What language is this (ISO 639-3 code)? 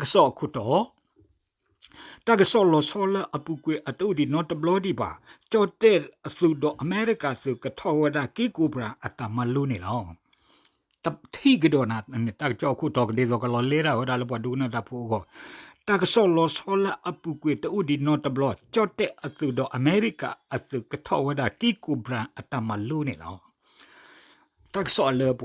ksw